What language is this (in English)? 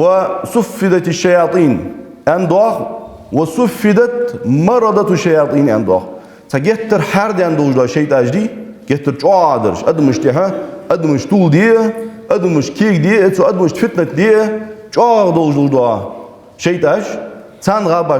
Ingush